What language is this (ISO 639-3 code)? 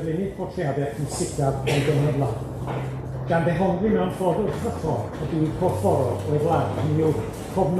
cym